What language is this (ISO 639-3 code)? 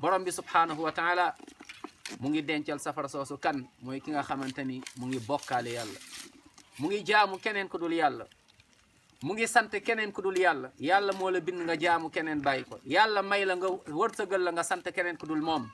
wol